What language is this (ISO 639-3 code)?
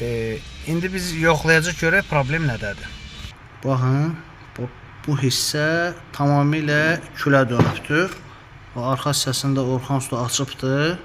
aze